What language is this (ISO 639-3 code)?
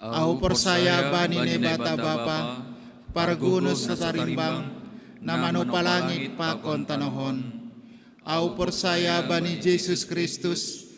bts